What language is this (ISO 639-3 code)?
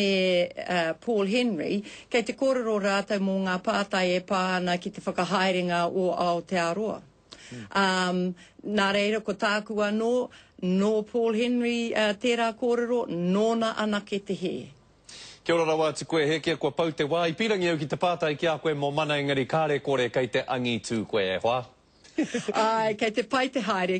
mri